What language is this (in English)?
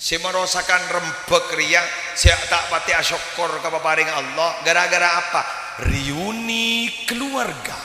Madurese